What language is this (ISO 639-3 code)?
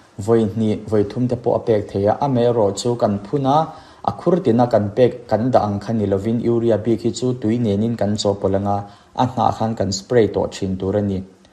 lus